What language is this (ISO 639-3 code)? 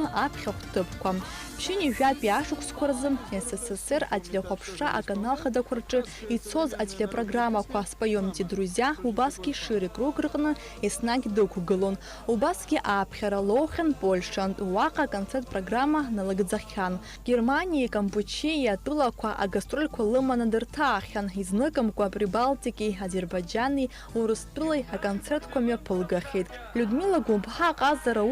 abk